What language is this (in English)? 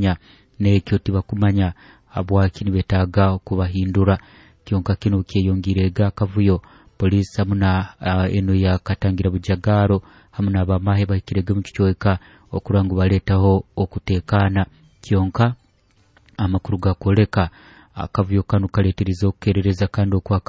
Nyoro